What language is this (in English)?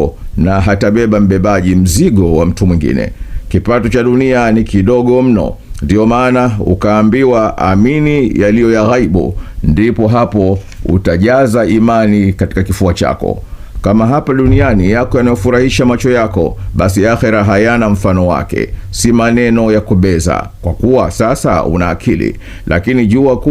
Swahili